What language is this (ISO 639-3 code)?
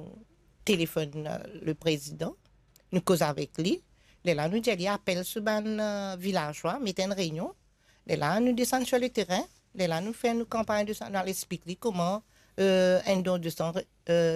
mfe